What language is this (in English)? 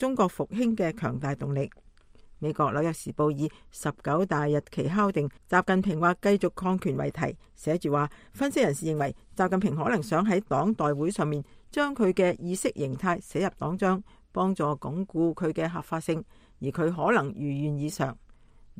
Cantonese